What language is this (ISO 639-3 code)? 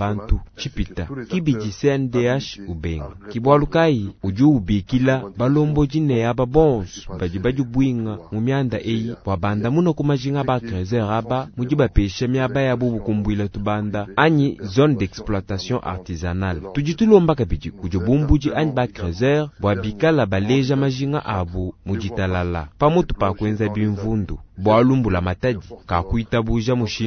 lua